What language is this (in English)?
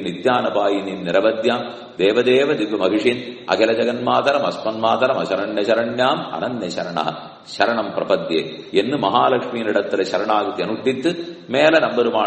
Tamil